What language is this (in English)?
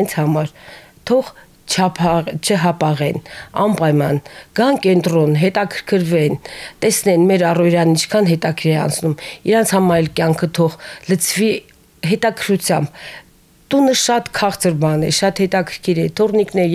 Armenian